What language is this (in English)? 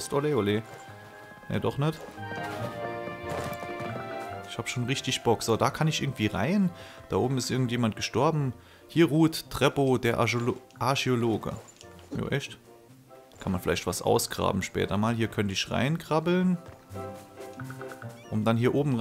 German